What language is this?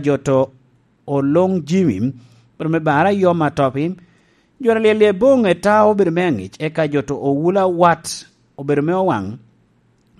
Lango (Uganda)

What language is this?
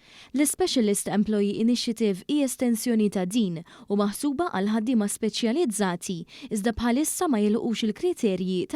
Maltese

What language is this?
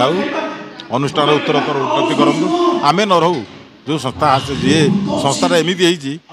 Odia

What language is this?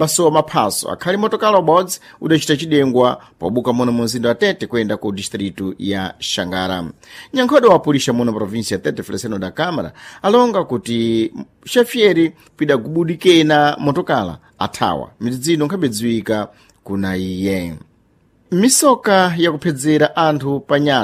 Sena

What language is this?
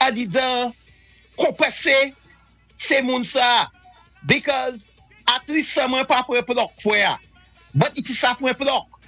Saint Lucian Creole French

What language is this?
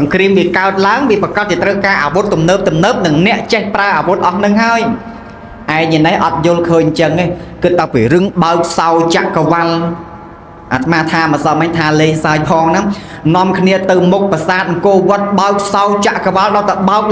Khmer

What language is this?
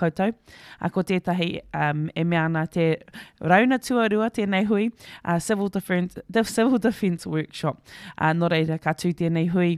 Māori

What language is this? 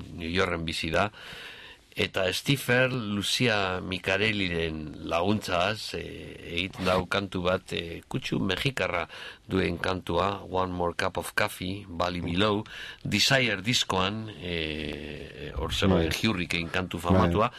Basque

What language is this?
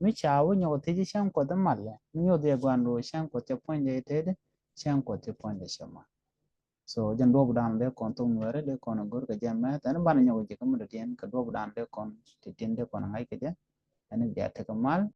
Nuer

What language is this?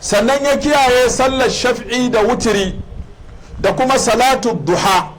Hausa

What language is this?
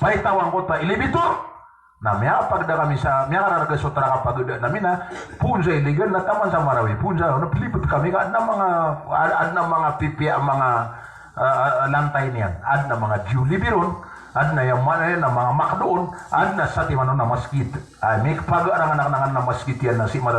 Maranao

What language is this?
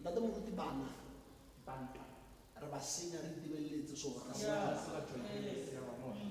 Tswana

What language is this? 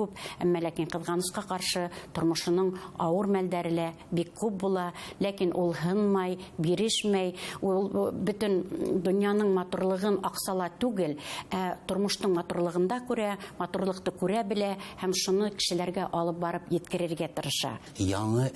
Bashkir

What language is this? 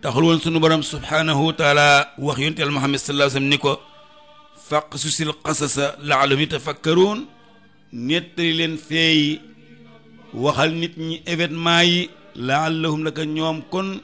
Wolof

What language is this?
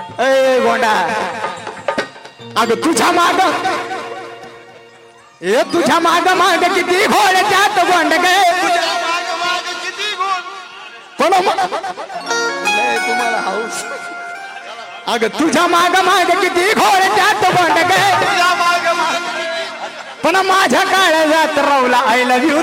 Marathi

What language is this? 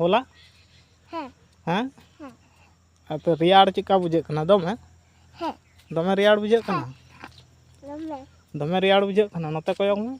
Santali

